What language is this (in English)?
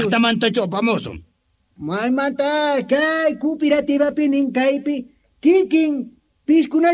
Quechua